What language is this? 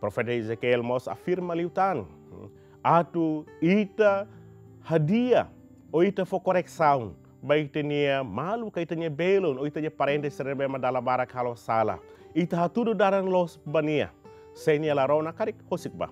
Tetum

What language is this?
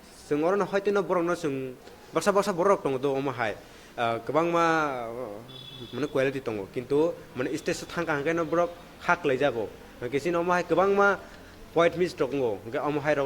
Kok Borok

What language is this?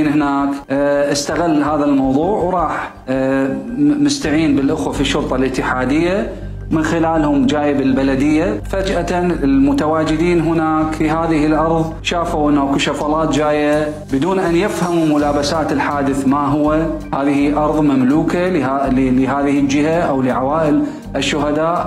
Mesopotamian Arabic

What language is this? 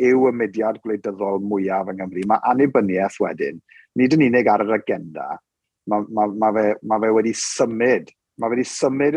Welsh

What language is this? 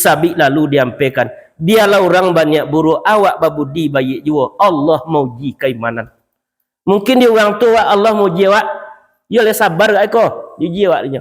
Minangkabau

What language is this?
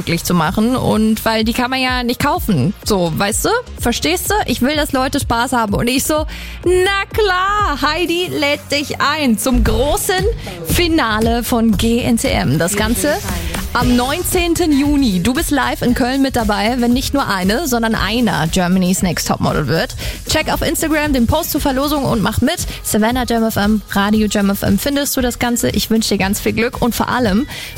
German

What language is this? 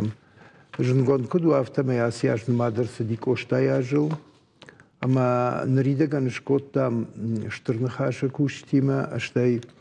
Ossetic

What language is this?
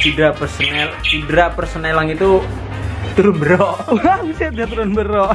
Betawi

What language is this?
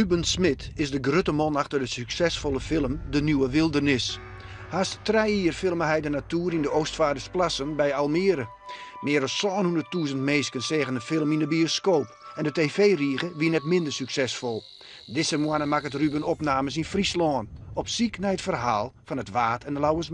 Western Frisian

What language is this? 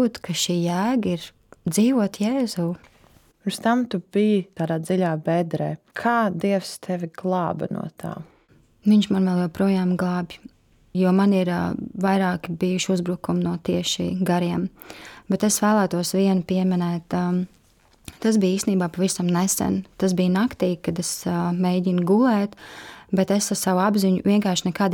Latvian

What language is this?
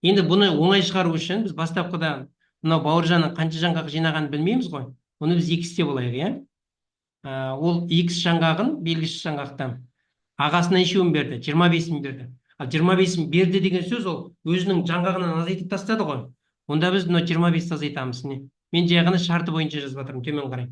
Kazakh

